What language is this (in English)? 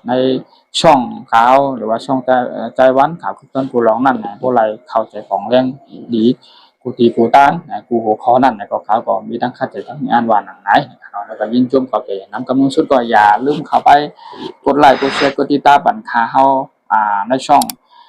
Shan